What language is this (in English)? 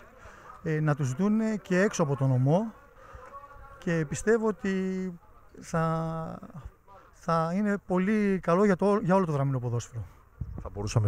Greek